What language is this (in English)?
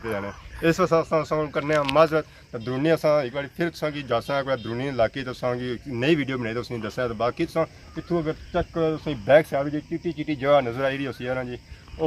Pahari-Potwari